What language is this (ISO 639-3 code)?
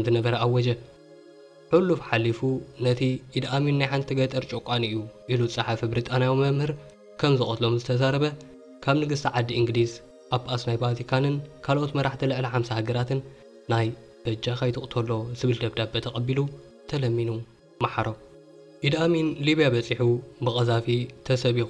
tir